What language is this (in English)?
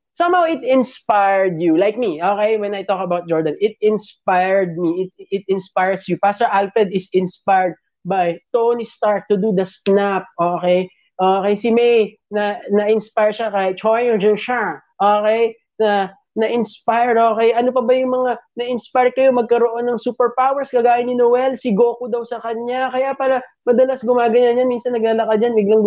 Filipino